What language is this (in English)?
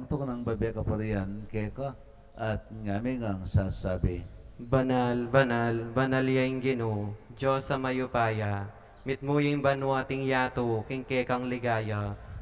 Pampanga